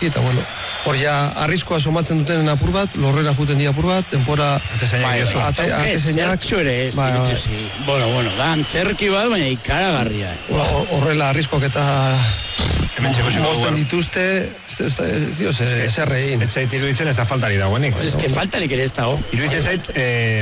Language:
Basque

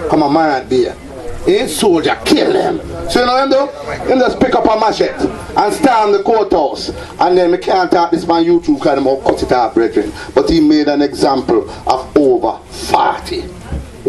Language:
Jamaican Creole English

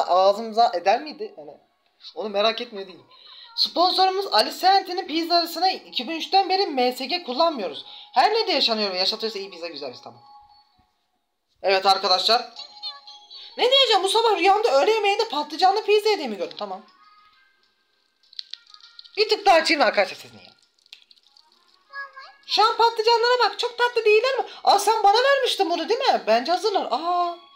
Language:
Turkish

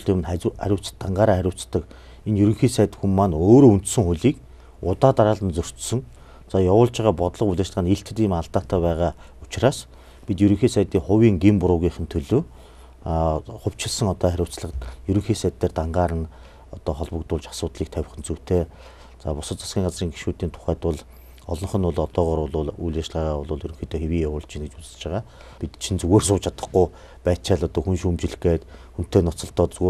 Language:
Mongolian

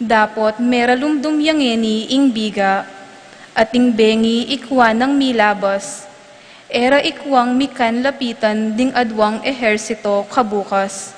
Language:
Pampanga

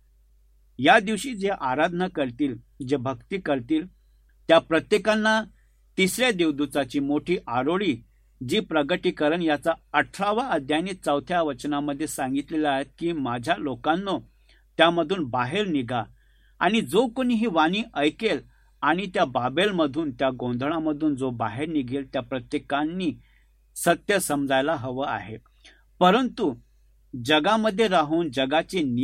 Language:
Marathi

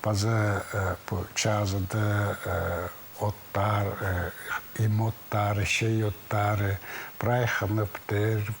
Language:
Khakas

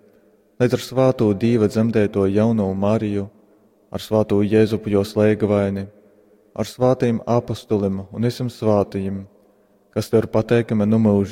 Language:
Latgalian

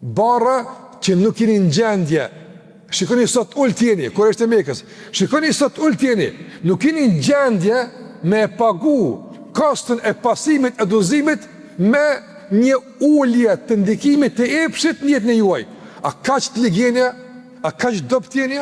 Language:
Albanian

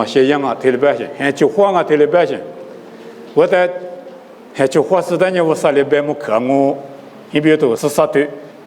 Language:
Lisu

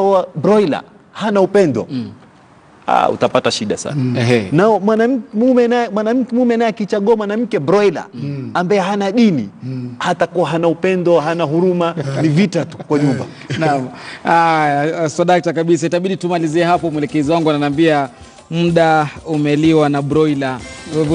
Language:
Swahili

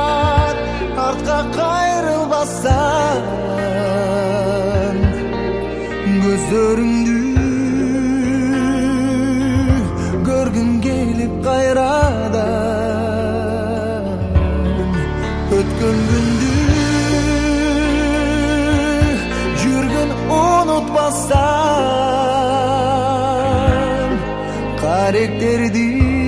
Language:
Kyrgyz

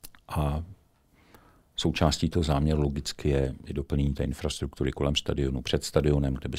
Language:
Czech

